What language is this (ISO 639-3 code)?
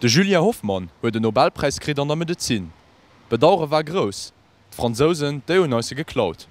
ltz